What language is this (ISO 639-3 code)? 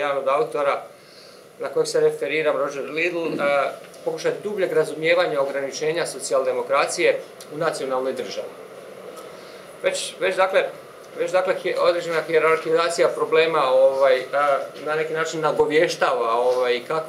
hrv